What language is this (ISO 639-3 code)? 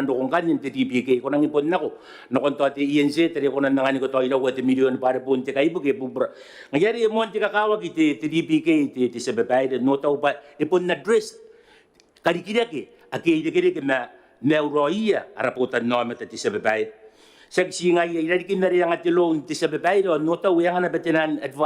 gil